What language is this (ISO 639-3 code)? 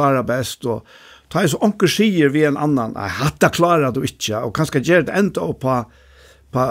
fao